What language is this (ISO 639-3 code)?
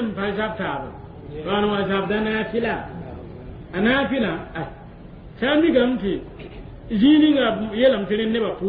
mos